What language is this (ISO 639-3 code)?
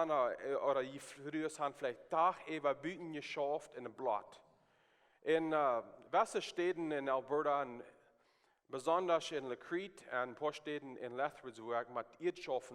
pdt